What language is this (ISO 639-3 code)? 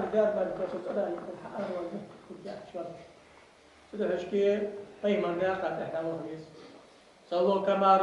inh